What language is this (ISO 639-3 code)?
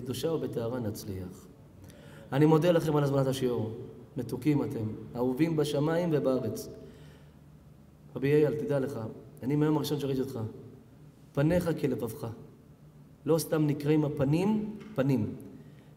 heb